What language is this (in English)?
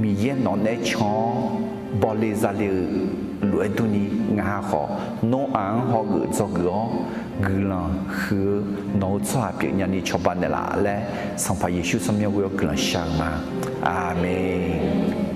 Akha